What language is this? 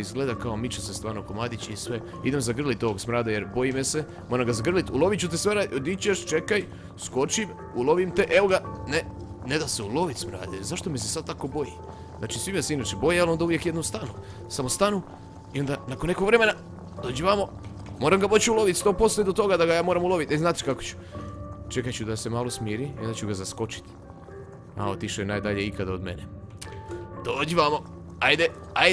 Croatian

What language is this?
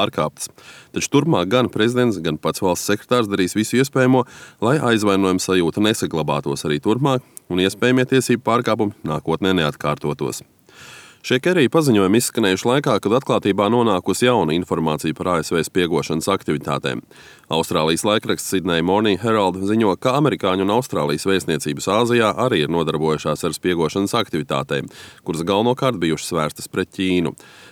Latvian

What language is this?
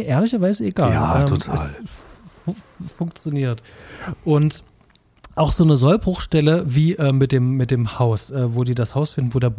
German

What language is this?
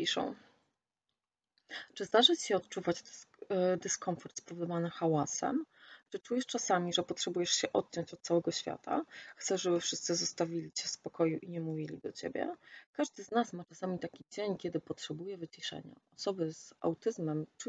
Polish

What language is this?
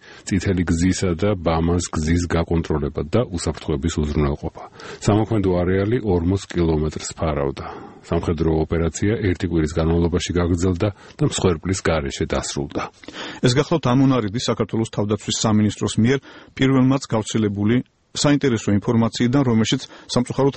Georgian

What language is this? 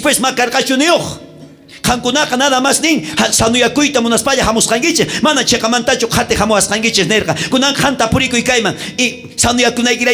South Bolivian Quechua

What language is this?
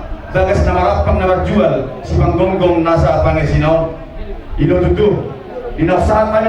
Batak Toba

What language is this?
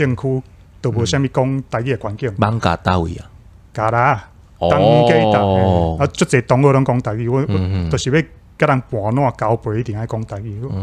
Min Nan Chinese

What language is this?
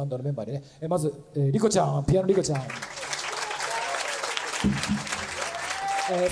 Japanese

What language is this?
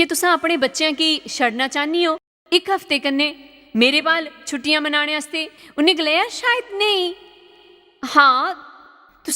Dogri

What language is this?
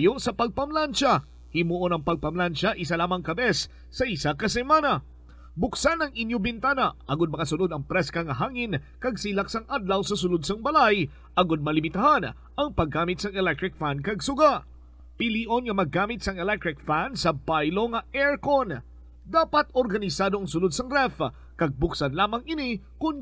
Hiligaynon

